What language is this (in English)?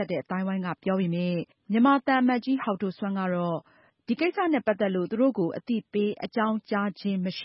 Burmese